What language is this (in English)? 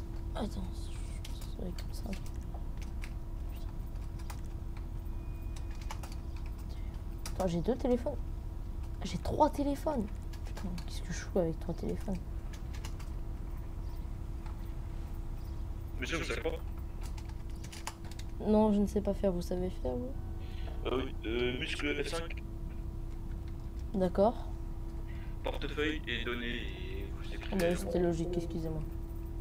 French